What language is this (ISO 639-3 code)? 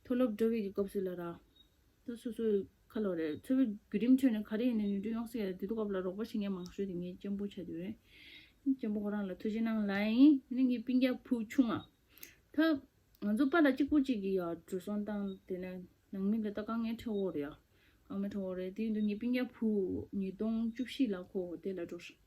bod